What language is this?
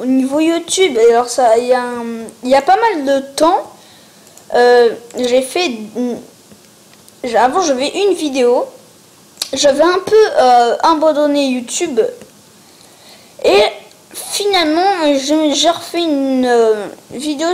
French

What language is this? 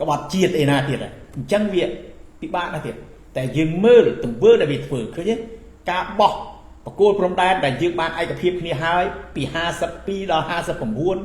Khmer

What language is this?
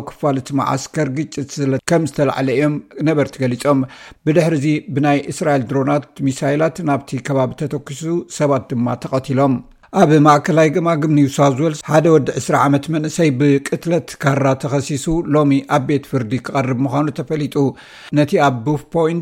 Tigrinya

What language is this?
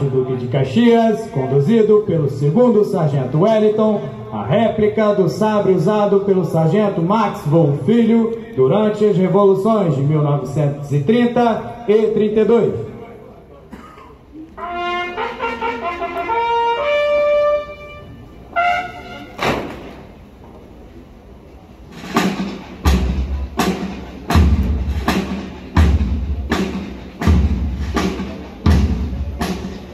Portuguese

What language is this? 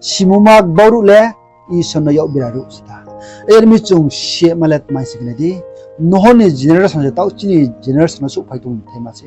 Riang (India)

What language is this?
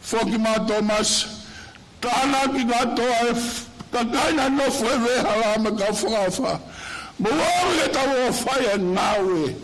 Tongan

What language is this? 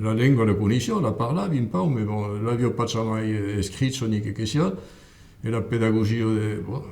Occitan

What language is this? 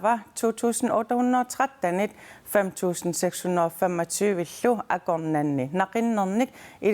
Kalaallisut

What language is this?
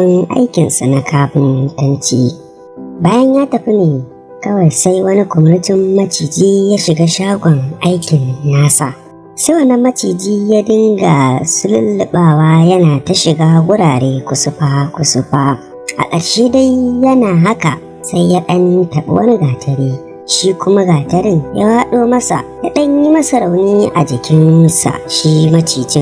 Hausa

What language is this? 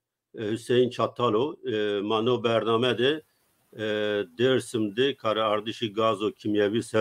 Zaza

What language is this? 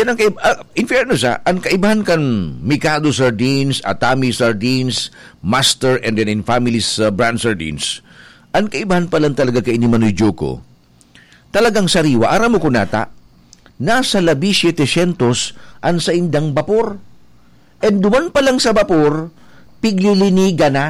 Bikol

